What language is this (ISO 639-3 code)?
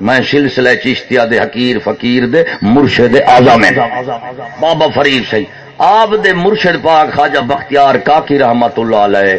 skr